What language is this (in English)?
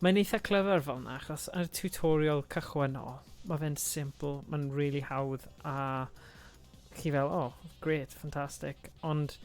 Welsh